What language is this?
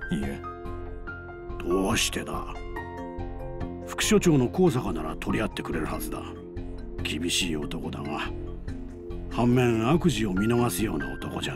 Japanese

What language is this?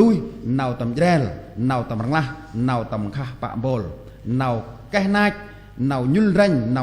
Central Mnong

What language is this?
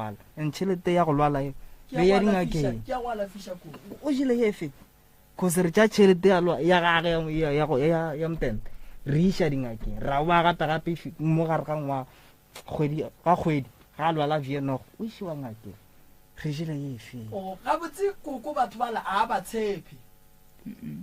Northern Sotho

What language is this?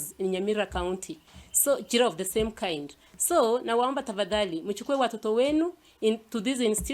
Gusii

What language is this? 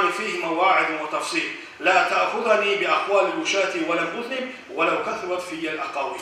Kumyk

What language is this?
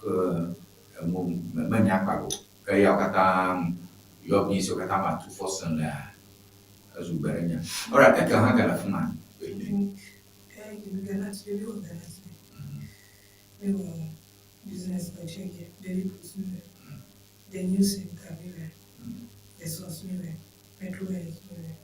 Ewe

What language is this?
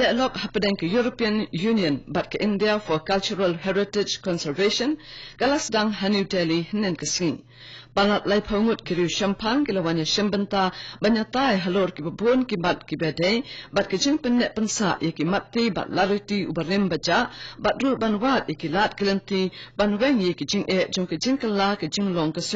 Khasi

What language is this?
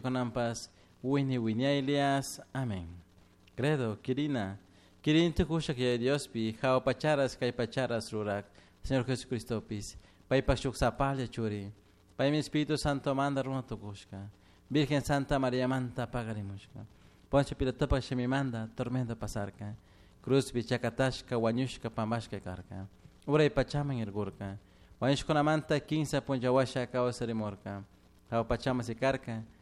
Chimborazo Highland Quichua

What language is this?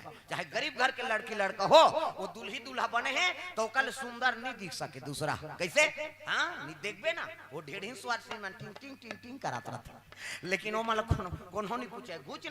Chhattisgarhi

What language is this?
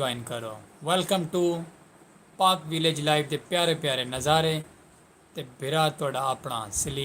Saraiki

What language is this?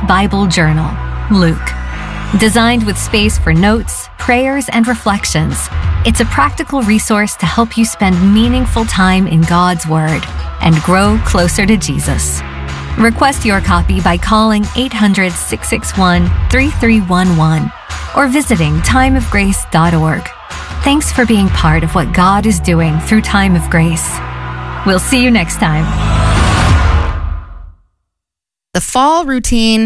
English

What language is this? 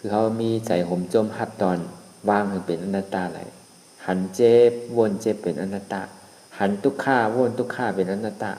Shan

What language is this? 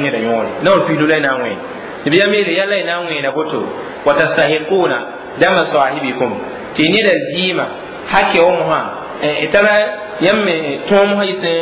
Mossi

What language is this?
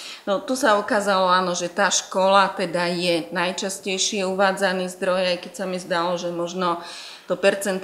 Slovak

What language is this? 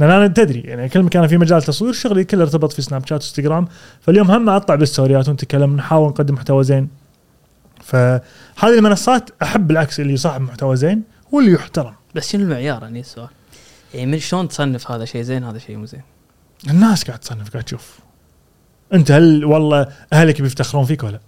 Gulf Arabic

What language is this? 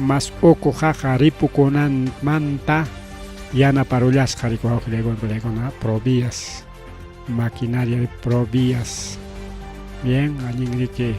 Ayacucho Quechua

